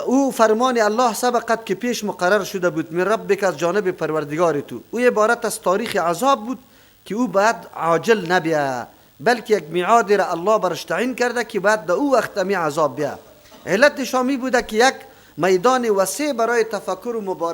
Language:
Persian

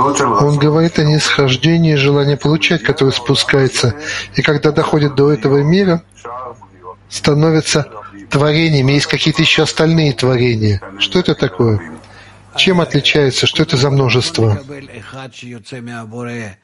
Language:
Russian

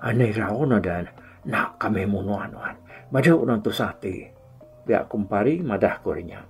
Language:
Iban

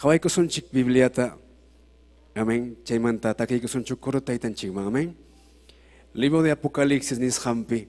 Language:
Ayacucho Quechua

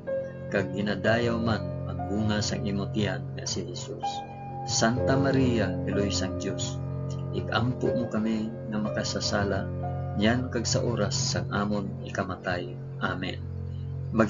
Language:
Hiligaynon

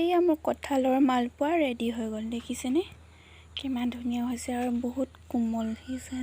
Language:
Assamese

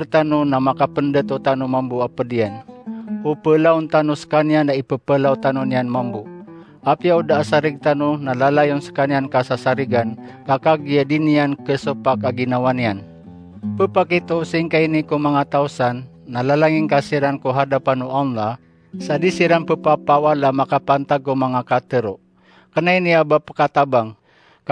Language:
Maranao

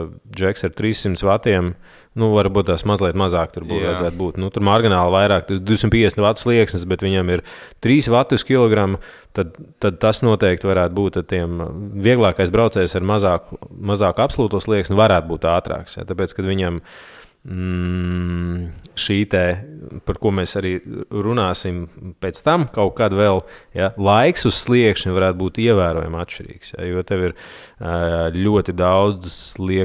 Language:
Latvian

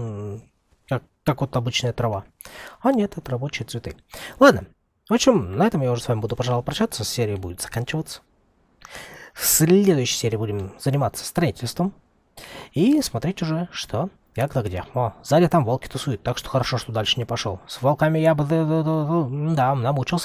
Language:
Russian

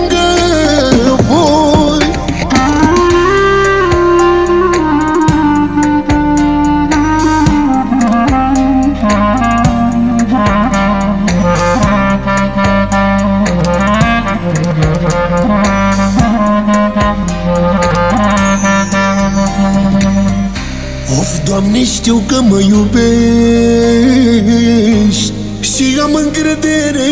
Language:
Romanian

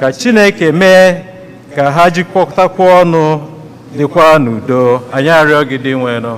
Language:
Igbo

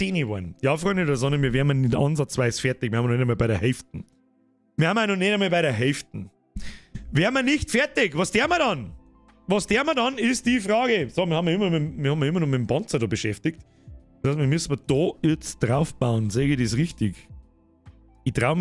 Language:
Bavarian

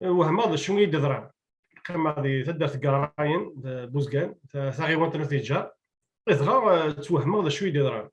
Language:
Kabyle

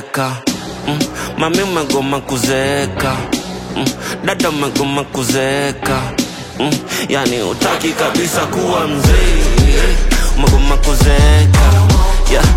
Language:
Swahili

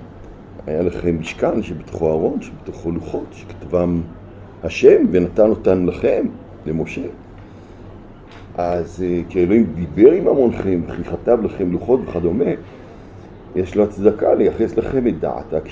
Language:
Hebrew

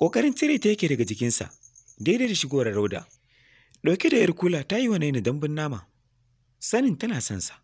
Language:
Hausa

